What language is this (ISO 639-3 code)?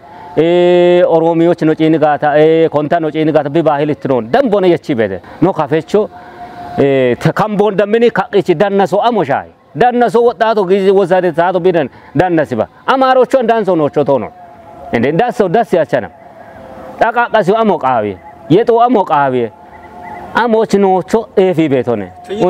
kbr